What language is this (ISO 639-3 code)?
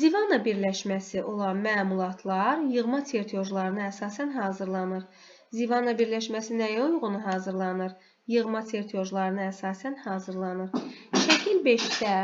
aze